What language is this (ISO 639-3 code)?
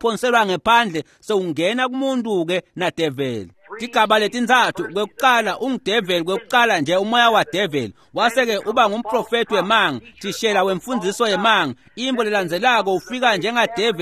ssw